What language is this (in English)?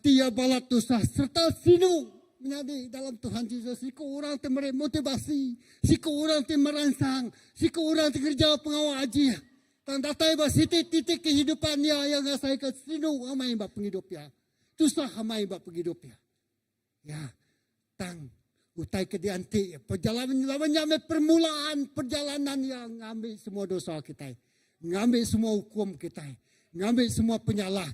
Iban